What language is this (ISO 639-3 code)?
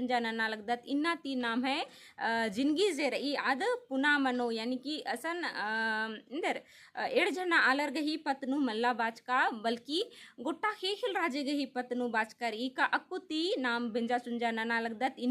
kru